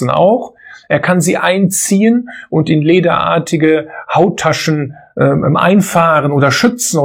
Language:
German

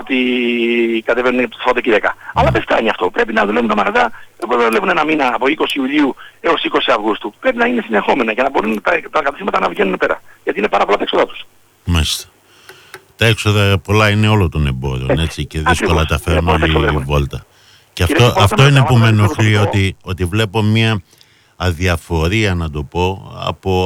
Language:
Greek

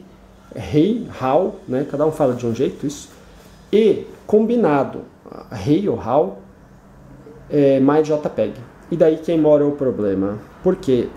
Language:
Portuguese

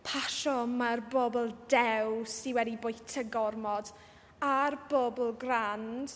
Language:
Welsh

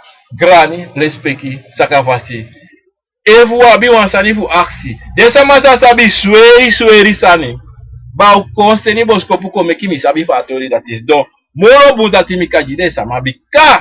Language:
Sranan Tongo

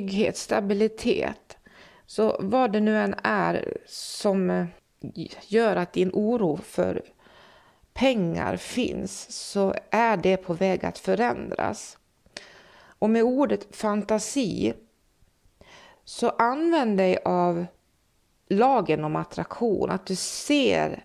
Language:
Swedish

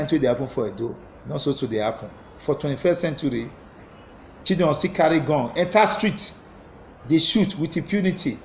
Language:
Nigerian Pidgin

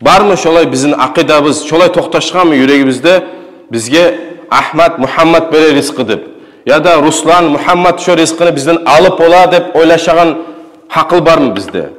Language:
Kumyk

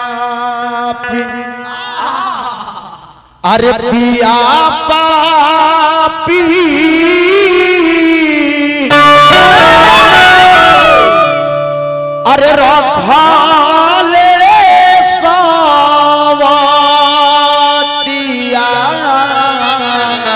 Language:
Bhojpuri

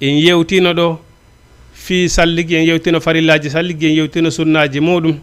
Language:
Fula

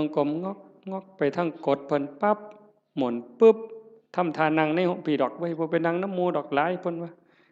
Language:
Northeastern Thai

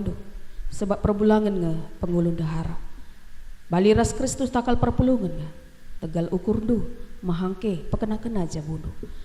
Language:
Batak Karo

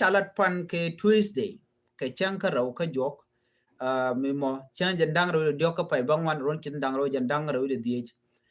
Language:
Nuer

